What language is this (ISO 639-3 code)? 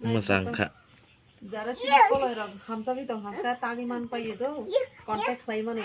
trp